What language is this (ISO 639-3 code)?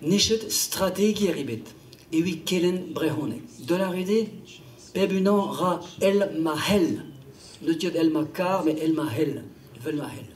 bre